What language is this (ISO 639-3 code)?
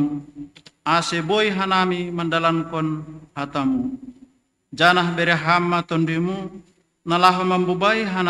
bts